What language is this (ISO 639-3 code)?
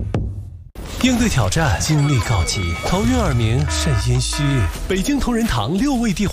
zho